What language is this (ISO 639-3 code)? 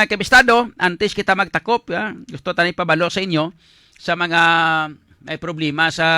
hil